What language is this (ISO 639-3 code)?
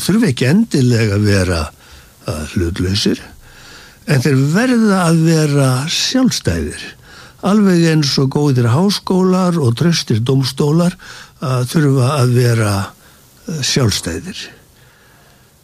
isl